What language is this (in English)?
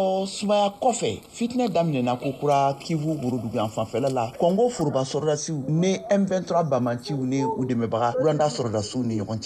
Bambara